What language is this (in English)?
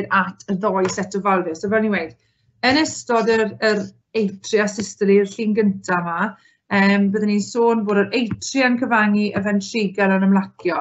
Welsh